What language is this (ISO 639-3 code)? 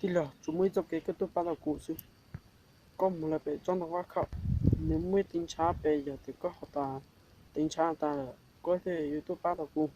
hmn